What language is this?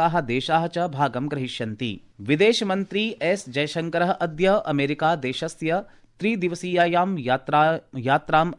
Sanskrit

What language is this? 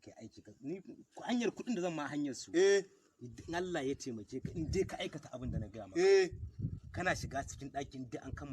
Hausa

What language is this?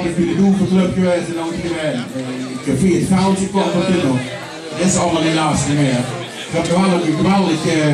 Limburgish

